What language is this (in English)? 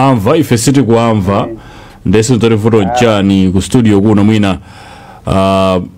Nyanja